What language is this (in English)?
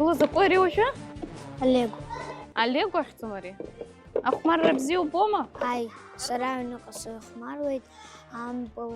Abkhazian